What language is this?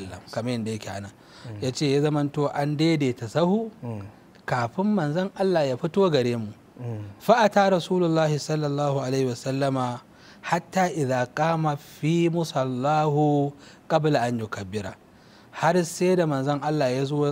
Hausa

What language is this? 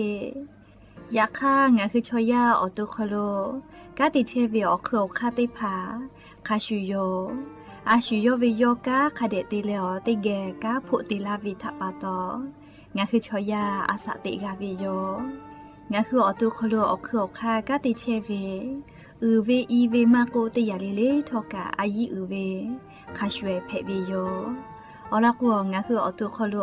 Lahu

